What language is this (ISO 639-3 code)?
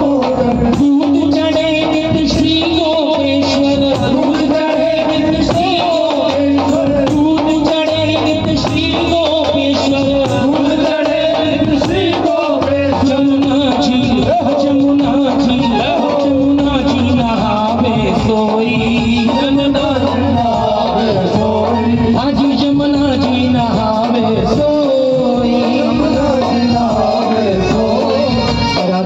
hin